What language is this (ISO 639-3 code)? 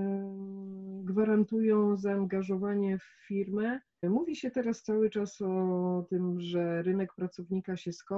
pol